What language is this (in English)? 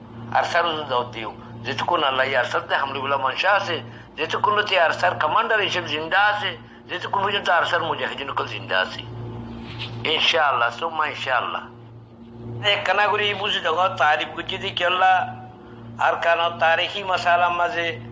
Rohingya